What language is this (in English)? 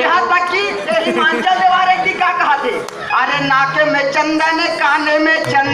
Chhattisgarhi